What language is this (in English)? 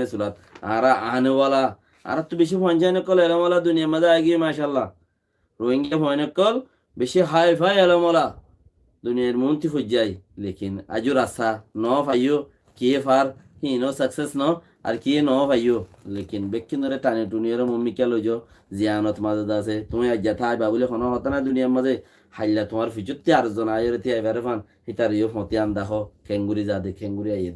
Rohingya